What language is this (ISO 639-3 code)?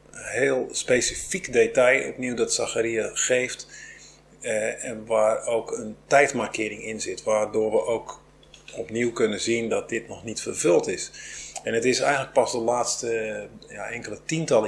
nld